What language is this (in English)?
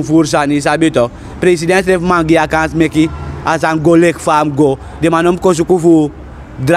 Sranan Tongo